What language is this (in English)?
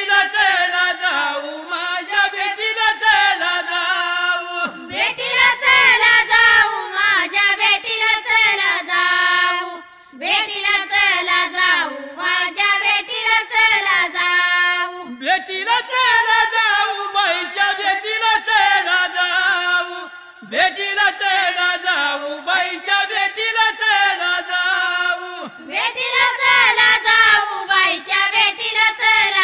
Marathi